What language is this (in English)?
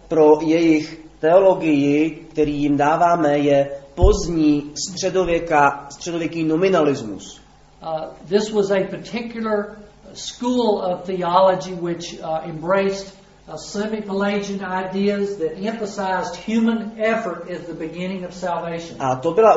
Czech